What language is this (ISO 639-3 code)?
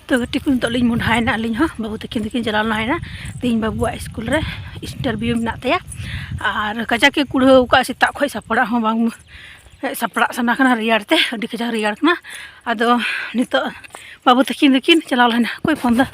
sat